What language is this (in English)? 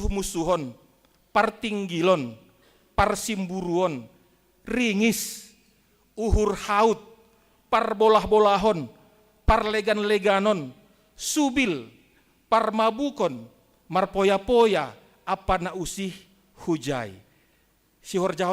Batak Simalungun